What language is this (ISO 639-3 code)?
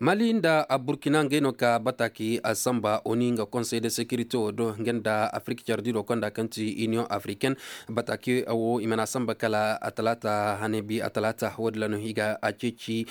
ses